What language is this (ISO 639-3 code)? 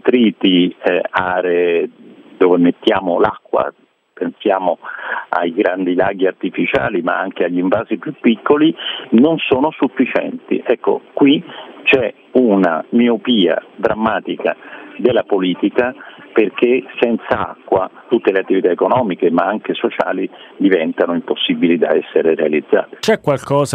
ita